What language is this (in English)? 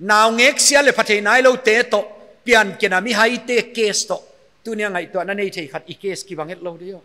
Paite Chin